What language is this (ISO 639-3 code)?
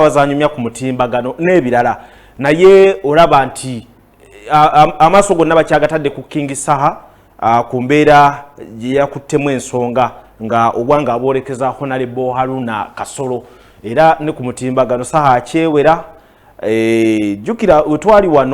lug